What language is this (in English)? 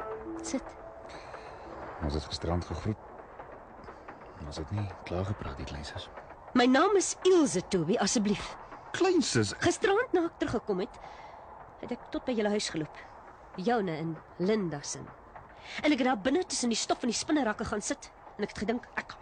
Afrikaans